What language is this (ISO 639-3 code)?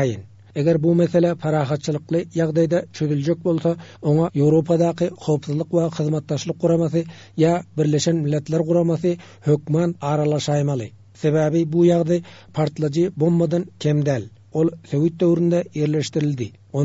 tuk